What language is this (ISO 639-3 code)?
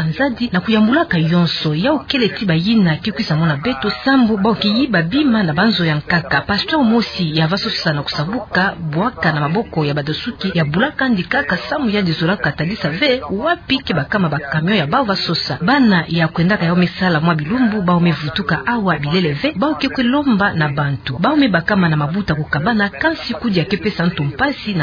ktu